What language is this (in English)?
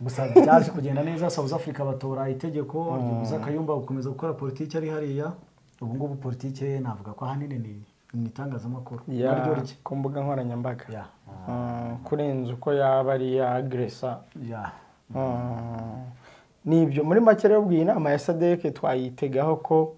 Kinyarwanda